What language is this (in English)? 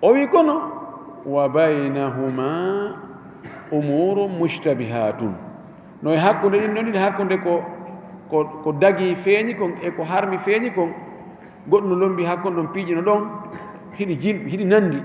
Fula